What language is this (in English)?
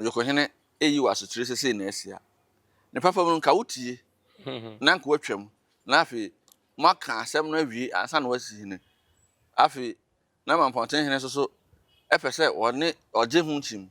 Akan